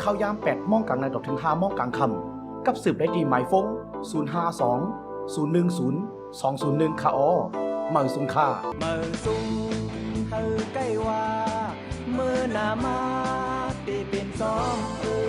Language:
Shan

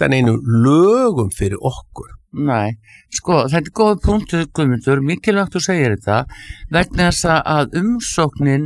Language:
Icelandic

